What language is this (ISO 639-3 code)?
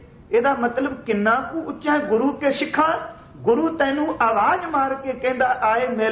pan